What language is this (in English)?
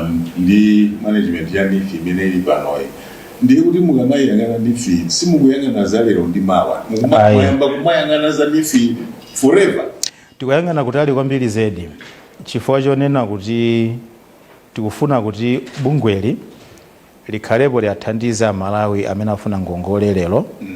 Nyanja